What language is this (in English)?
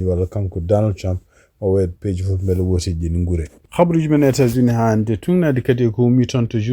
Fula